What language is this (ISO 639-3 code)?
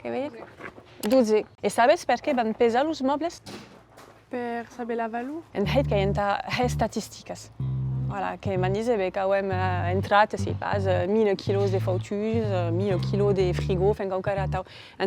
oci